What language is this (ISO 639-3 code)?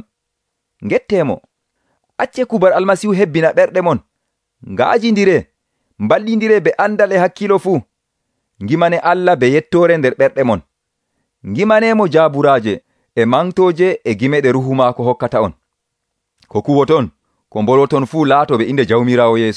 fuv